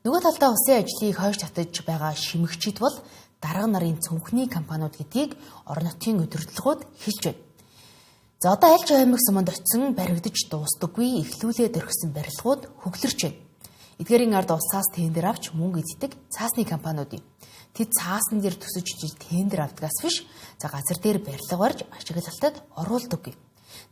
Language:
Mongolian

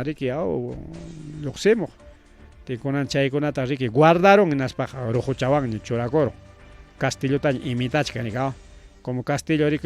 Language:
Ayacucho Quechua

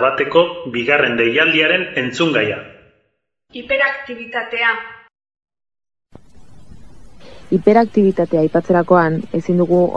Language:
Basque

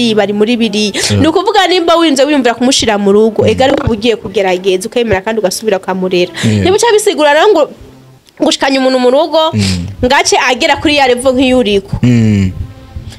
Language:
Rundi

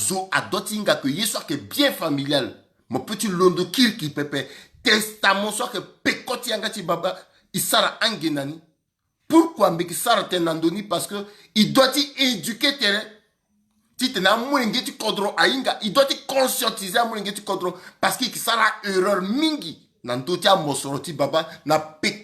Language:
Sango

